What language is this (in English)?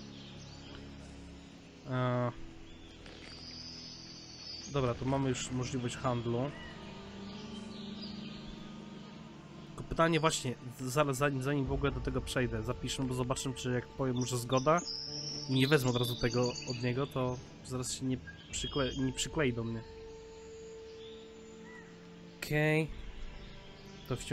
Polish